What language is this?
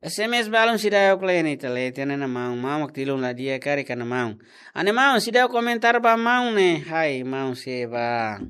Tetum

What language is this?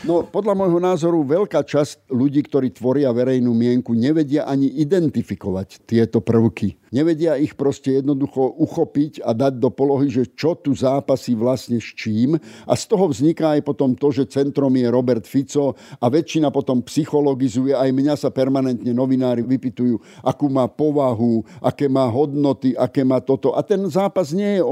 Slovak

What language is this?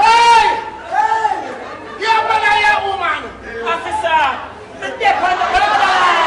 Jamaican Creole English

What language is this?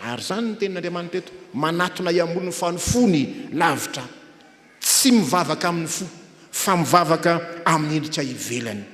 Malagasy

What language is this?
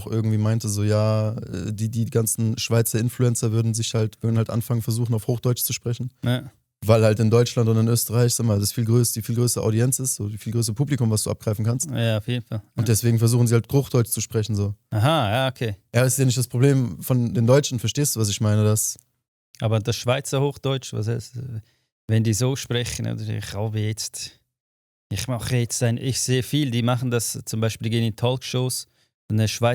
Swiss German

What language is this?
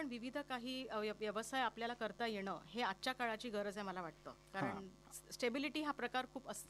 Marathi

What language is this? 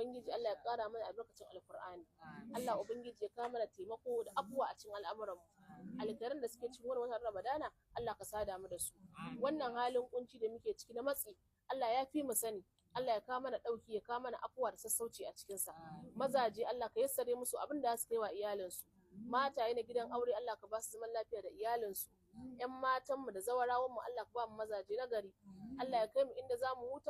Hausa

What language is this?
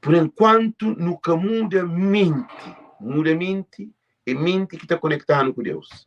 Kabuverdianu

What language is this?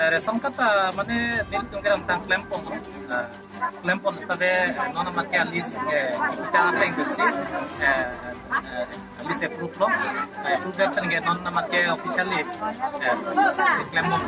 Karbi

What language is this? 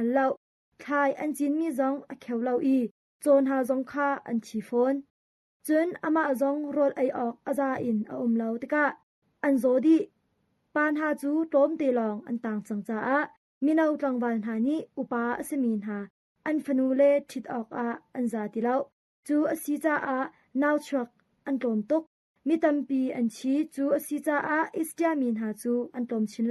Hakha Chin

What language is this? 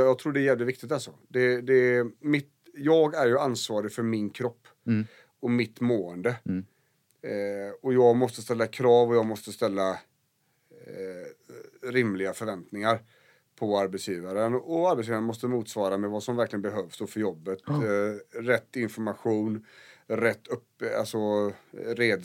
Swedish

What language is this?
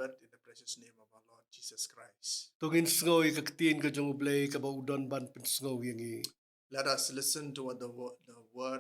Khasi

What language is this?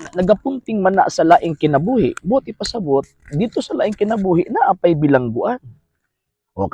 Cebuano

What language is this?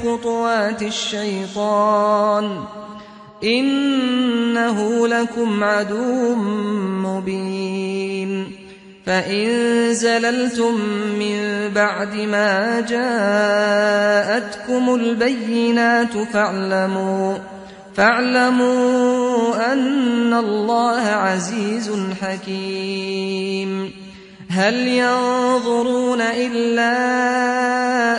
Arabic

